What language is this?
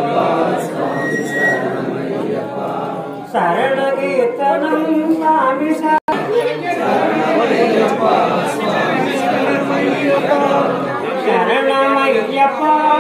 Tamil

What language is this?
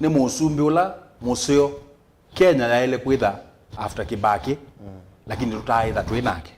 Kamba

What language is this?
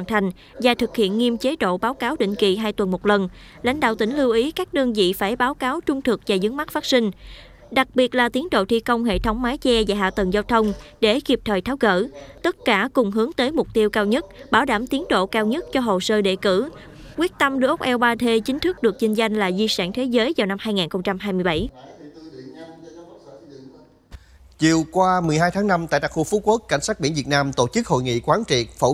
Vietnamese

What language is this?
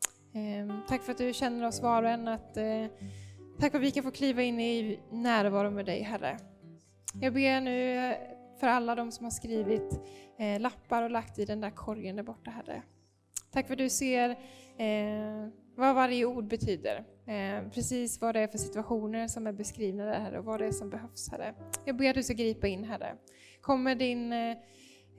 Swedish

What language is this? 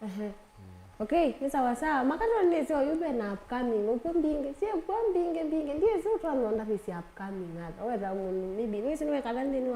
Kamba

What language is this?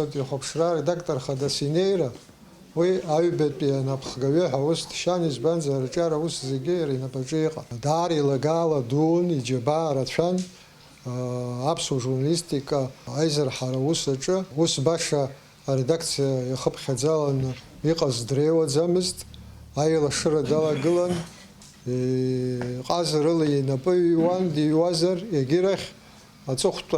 Abkhazian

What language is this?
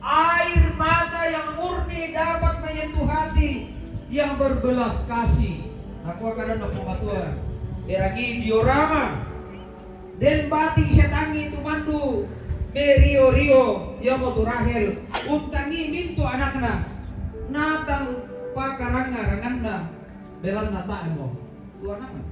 Toraja-Sa'dan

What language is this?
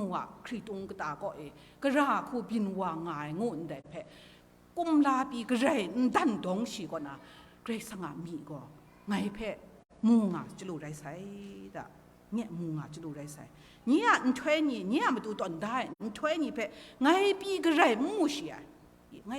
Kachin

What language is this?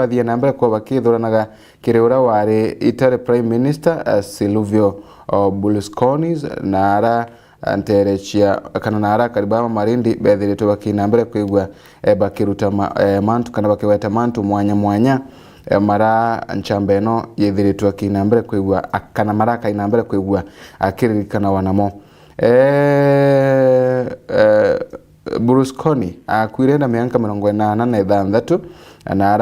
Meru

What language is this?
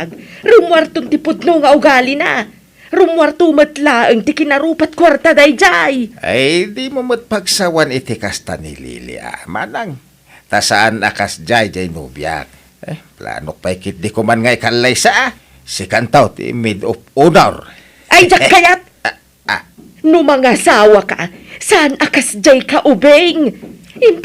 Iloko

